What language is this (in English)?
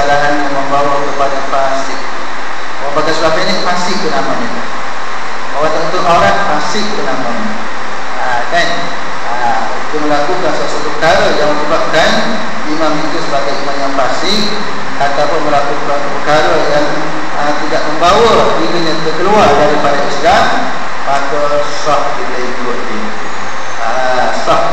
Malay